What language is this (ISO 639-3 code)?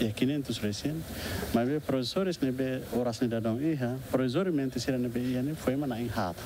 tet